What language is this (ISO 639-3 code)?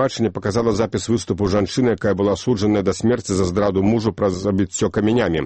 bel